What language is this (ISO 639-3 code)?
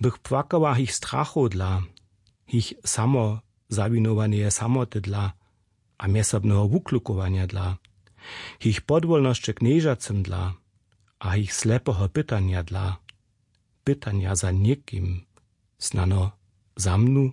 hsb